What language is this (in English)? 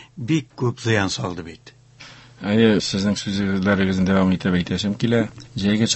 Tatar